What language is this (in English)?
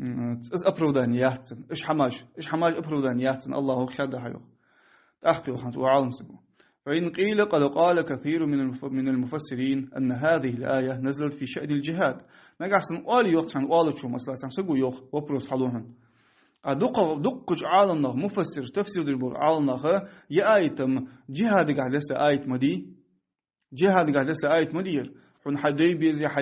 Ingush